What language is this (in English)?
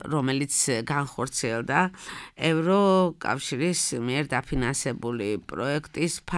Georgian